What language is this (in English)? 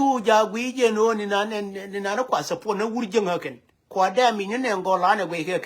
Nuer